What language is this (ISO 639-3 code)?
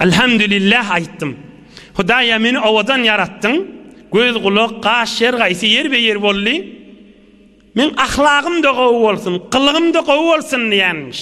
tuk